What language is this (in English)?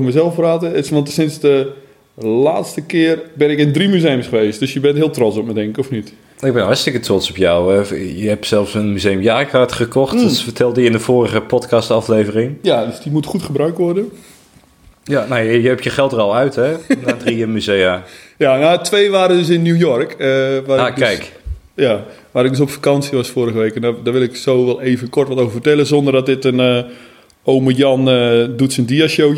Dutch